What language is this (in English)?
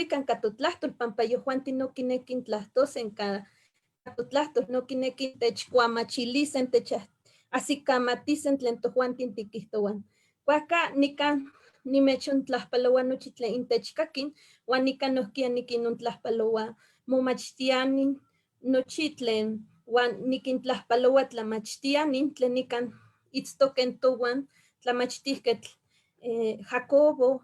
Eastern Huasteca Nahuatl